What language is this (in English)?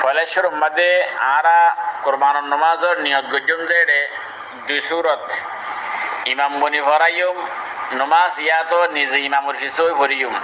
Rohingya